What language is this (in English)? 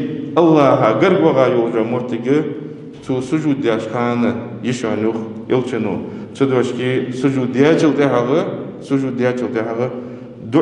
Ingush